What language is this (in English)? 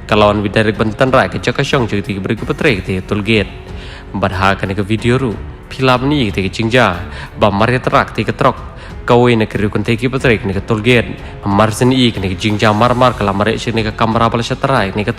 Khasi